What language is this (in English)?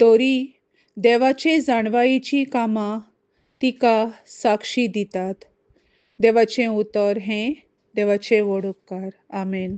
Konkani